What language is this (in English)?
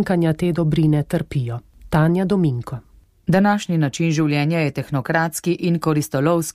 Slovenian